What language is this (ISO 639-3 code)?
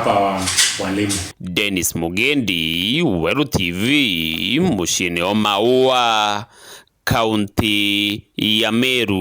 mer